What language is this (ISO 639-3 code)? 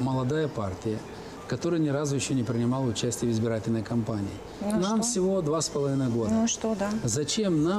rus